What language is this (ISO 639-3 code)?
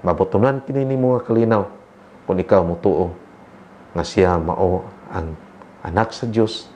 ceb